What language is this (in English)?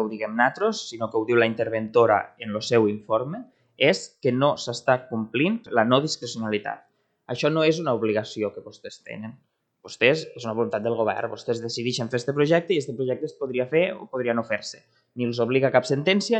Catalan